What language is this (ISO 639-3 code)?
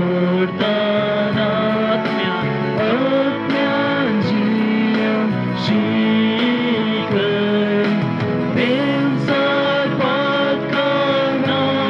kok